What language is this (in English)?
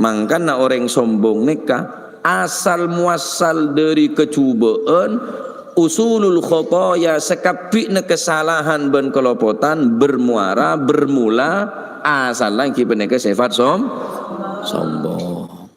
Madurese